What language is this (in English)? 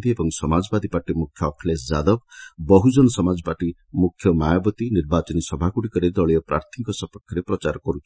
Odia